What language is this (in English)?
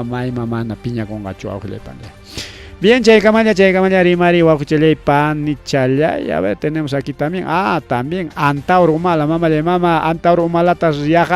Ayacucho Quechua